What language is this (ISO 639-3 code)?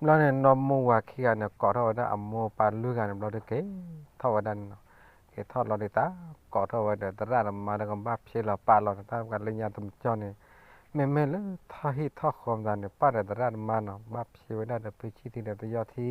ksw